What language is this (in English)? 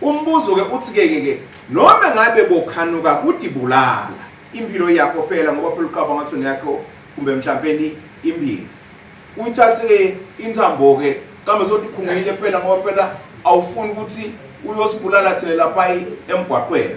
Swati